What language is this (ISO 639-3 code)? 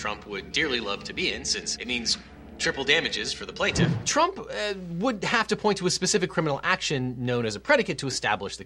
eng